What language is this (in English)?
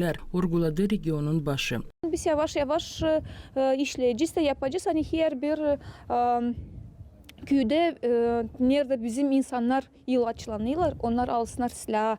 Gagauz